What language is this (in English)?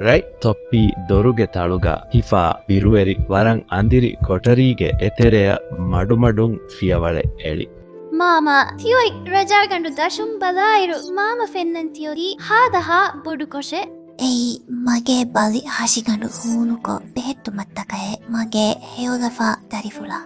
Divehi